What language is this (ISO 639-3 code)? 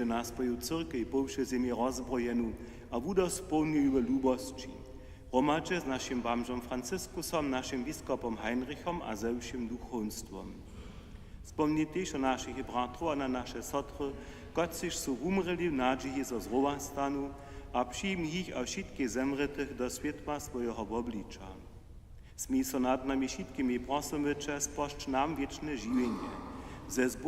hsb